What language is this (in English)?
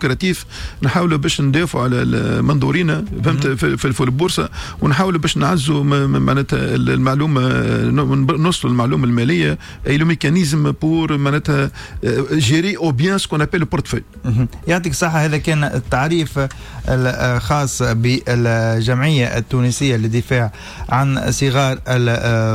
Tunisian Arabic